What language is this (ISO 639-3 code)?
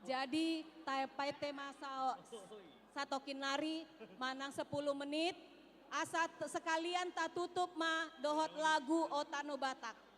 bbc